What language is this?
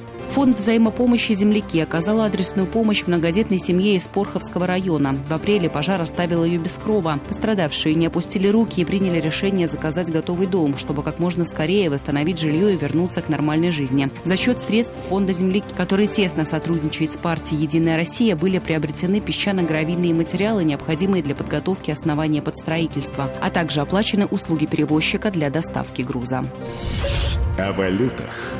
Russian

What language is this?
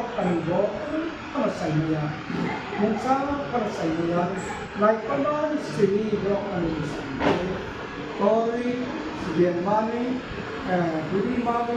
Kok Borok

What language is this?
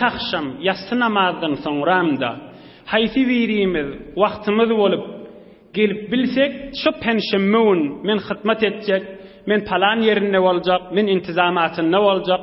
Turkmen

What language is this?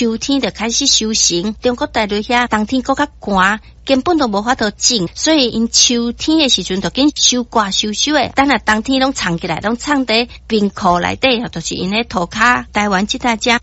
Min Nan Chinese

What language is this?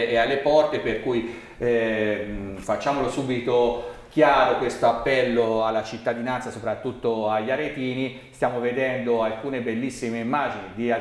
Italian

